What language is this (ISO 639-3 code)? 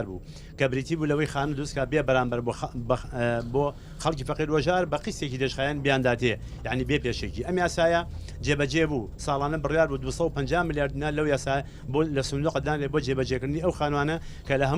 ckb